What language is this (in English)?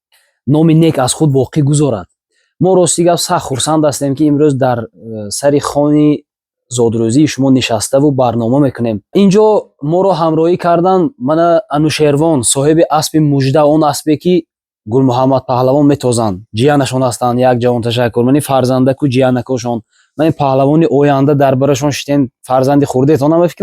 Tajik